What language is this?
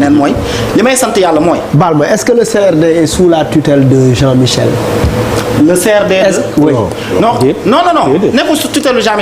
Wolof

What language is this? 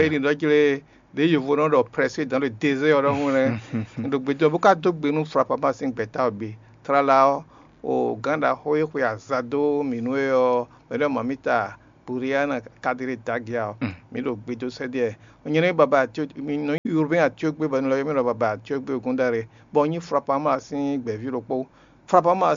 Fon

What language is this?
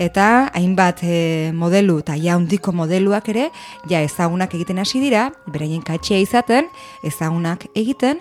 Basque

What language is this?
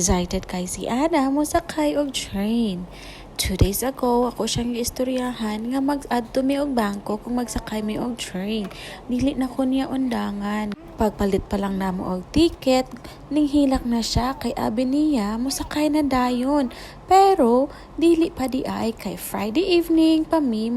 Cebuano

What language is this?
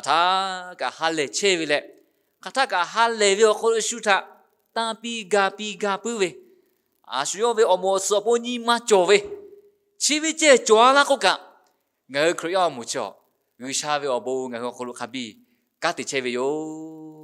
Lahu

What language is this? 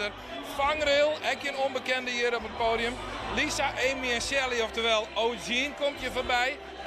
Western Frisian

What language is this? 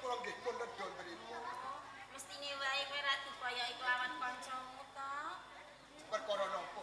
Javanese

